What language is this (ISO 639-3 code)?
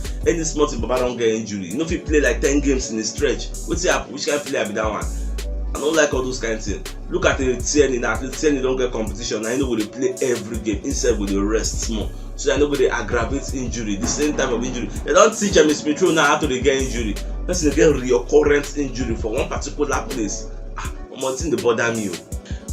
pcm